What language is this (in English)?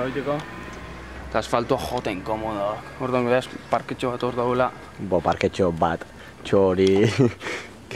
Basque